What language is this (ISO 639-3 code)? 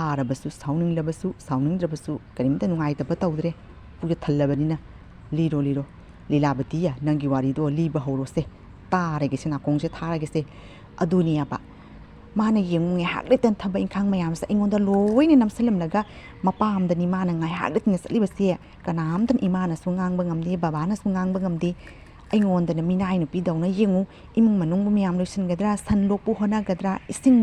mni